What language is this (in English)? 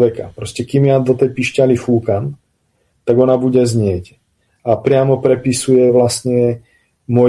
Slovak